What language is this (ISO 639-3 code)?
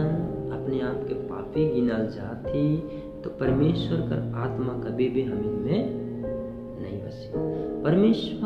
sck